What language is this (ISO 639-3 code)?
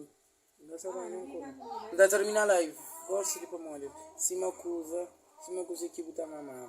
kea